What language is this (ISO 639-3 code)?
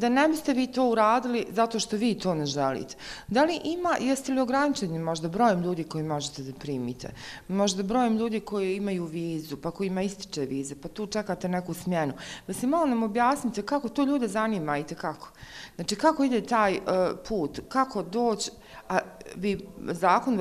bos